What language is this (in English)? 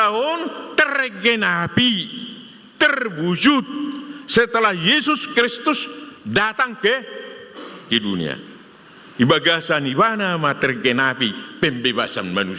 Batak Toba